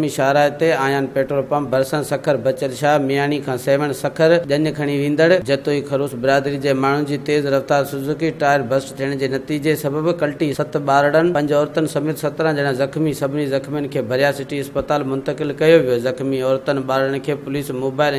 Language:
Sindhi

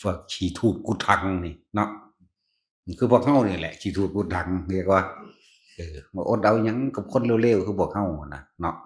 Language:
Northeastern Thai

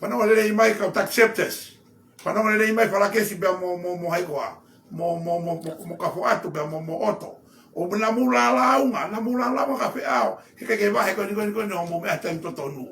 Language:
Tongan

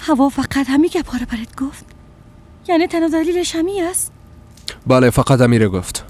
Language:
Persian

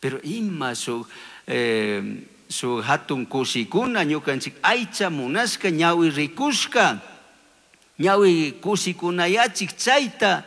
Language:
Chimborazo Highland Quichua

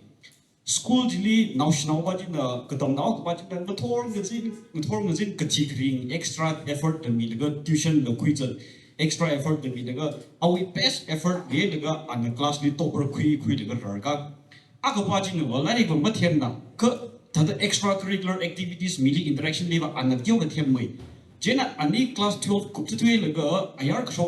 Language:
Tangkhul Naga (India)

